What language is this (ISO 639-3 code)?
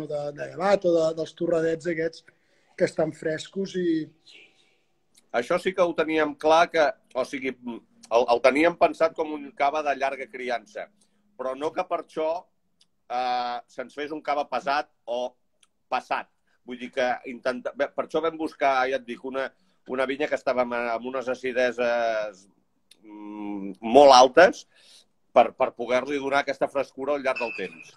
cat